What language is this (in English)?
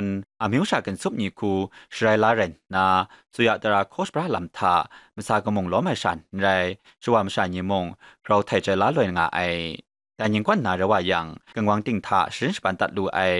Kachin